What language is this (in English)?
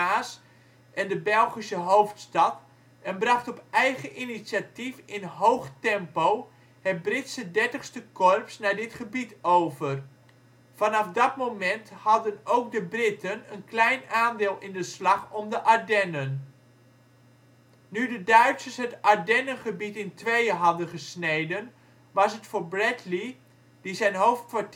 Dutch